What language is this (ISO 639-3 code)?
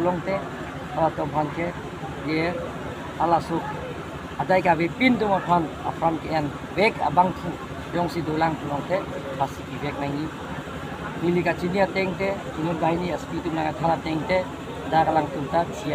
mjw